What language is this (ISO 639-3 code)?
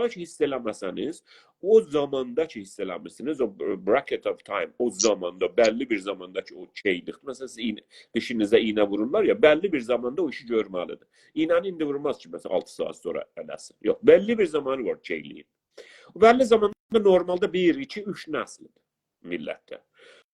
azb